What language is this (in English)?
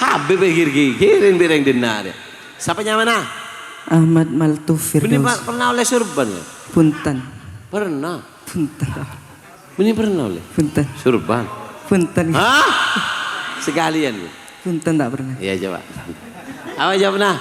Madurese